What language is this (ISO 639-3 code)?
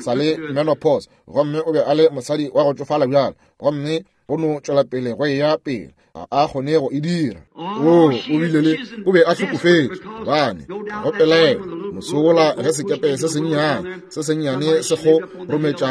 nso